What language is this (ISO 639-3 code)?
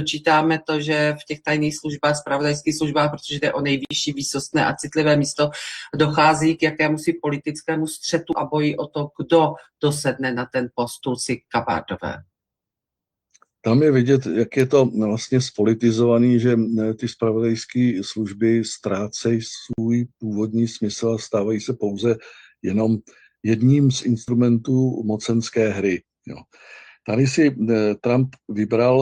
ces